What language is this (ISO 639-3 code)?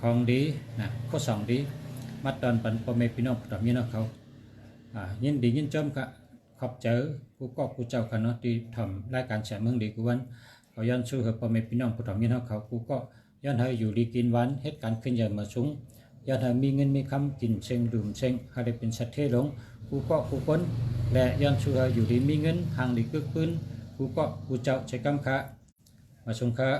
shn